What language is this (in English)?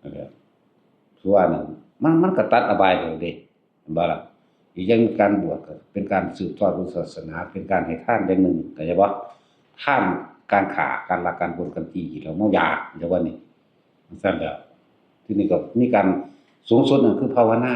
Northeastern Thai